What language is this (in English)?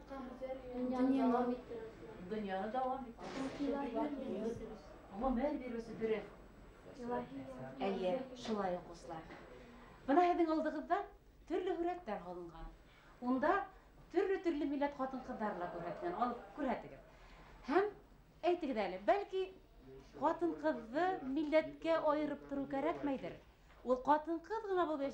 Bashkir